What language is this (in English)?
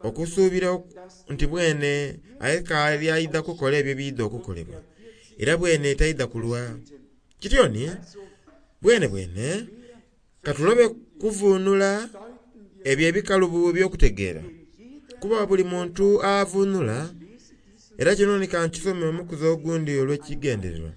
Soga